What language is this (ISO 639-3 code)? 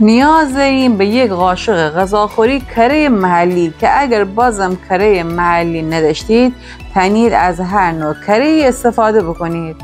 glk